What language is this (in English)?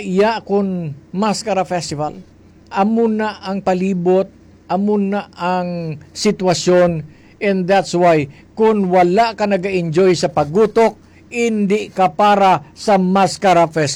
Hiligaynon